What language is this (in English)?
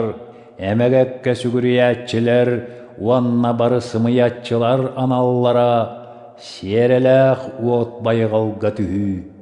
Yakut